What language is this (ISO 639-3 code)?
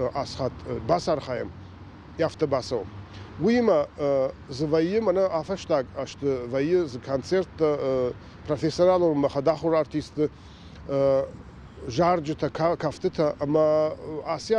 oss